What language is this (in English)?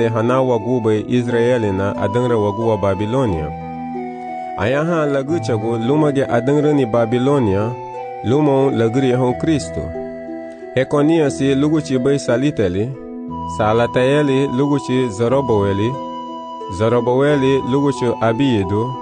Garifuna